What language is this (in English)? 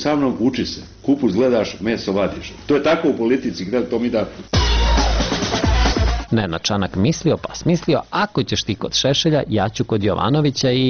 Serbian